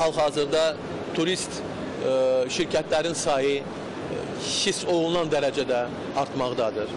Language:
Azerbaijani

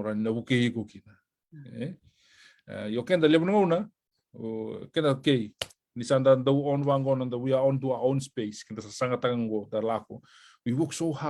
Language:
Fijian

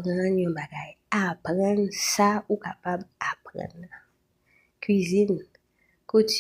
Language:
Haitian Creole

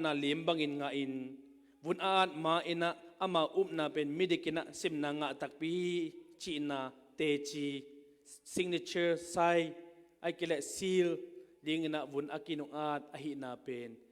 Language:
Tedim Chin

